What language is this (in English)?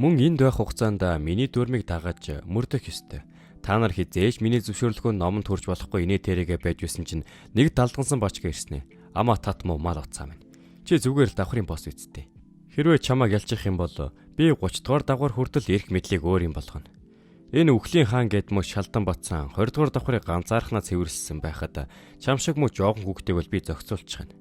Mongolian